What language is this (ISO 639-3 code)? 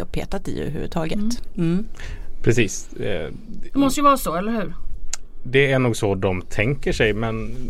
swe